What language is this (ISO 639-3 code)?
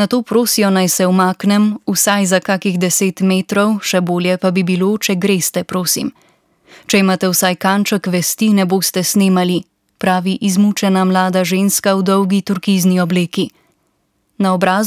slv